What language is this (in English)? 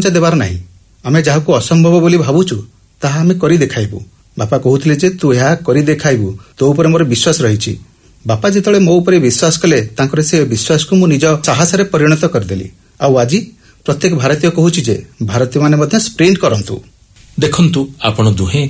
Odia